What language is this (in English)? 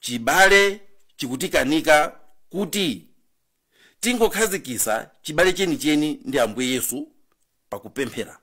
Nyanja